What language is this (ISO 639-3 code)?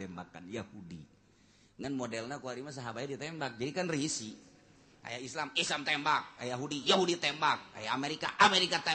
sun